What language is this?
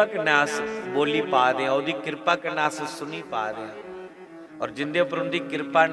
Dogri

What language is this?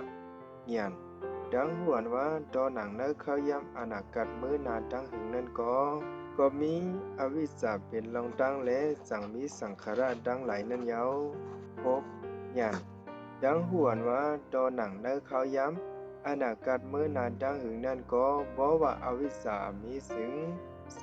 Shan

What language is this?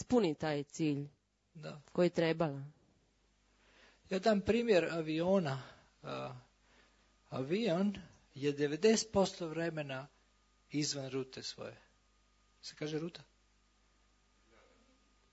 Croatian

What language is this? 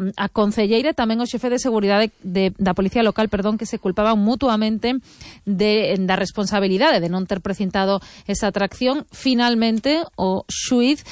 Galician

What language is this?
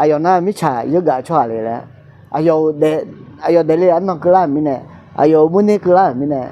Akha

